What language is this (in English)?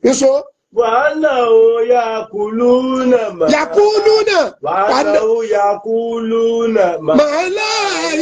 Yoruba